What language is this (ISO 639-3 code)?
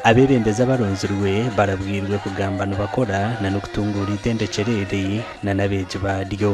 nyn